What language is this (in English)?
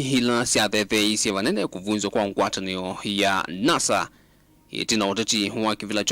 Kamba